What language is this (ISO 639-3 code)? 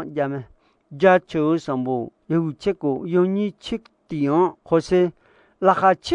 ahk